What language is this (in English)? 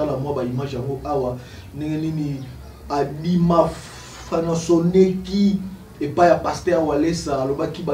Lingala